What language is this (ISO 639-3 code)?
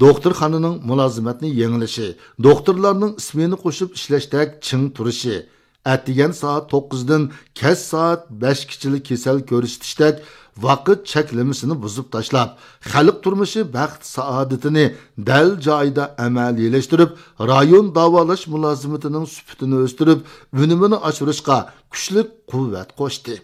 uig